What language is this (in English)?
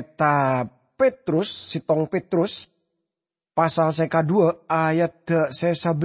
Madurese